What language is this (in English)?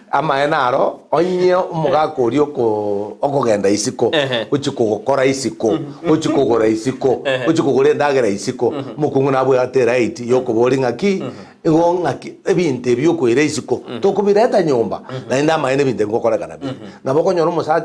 Gusii